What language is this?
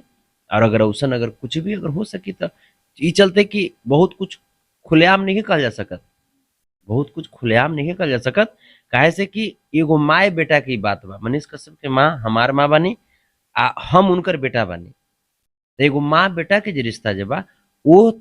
Bhojpuri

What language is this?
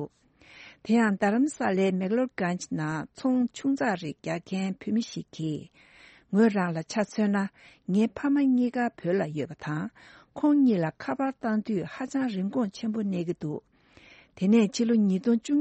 Tibetan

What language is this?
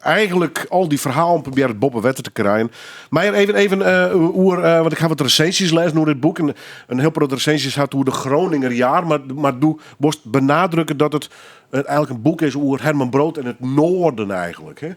Western Frisian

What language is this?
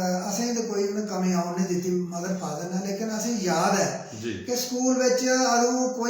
Dogri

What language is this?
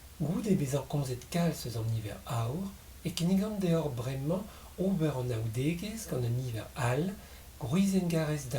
Breton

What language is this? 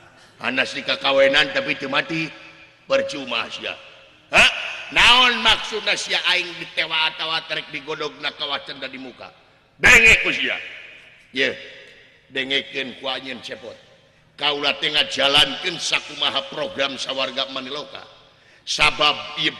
Sundanese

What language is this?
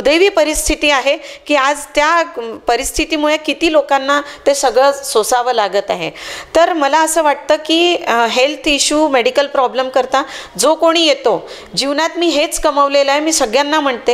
Marathi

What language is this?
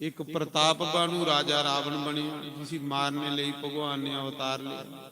Dogri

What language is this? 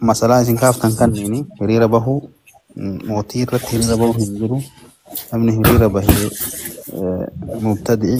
Oromo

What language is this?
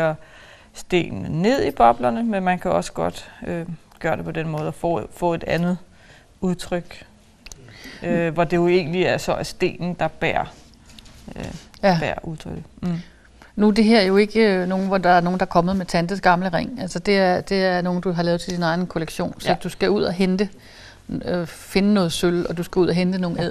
Danish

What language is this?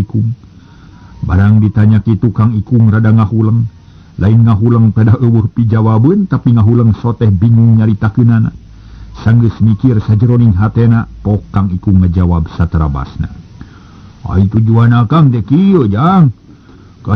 Sundanese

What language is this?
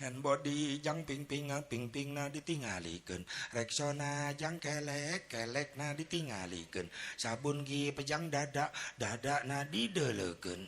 Sundanese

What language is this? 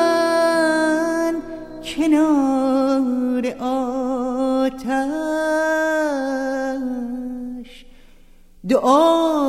Persian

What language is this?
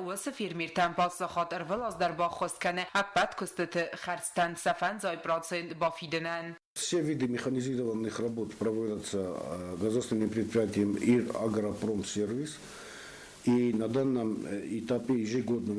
Ossetic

